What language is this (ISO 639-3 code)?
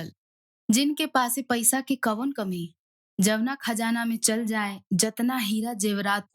bho